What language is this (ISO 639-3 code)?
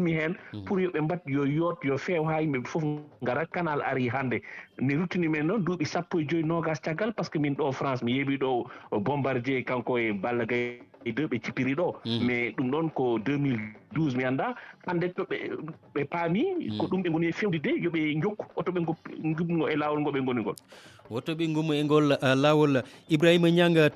ful